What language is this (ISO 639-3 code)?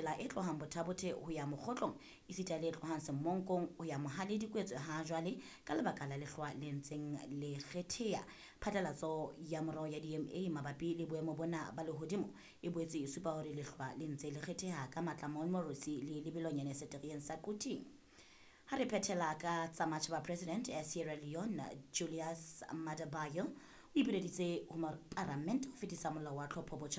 sot